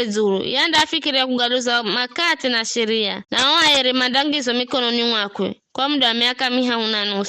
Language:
Giryama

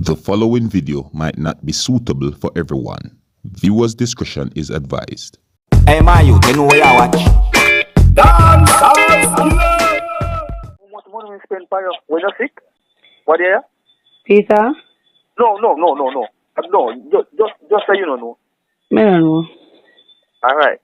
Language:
Jamaican Creole English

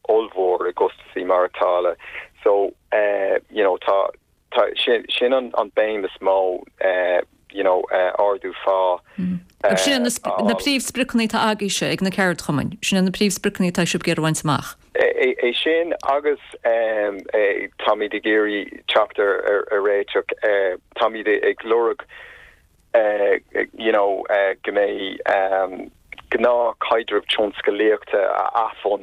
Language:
Irish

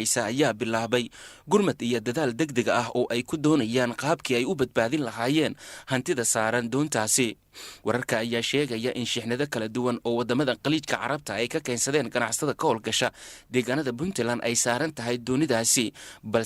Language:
Somali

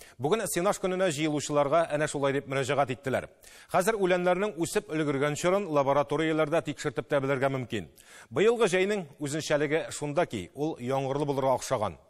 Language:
Tatar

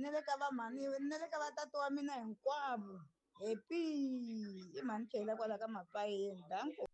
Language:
Tsonga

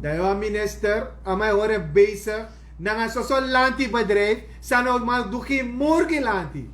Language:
Sranan Tongo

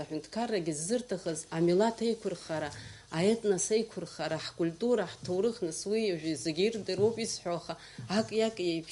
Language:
Abkhazian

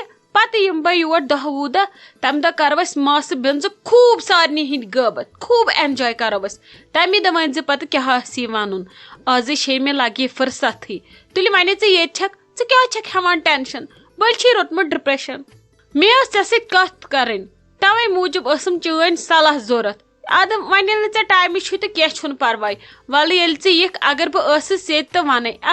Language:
Kashmiri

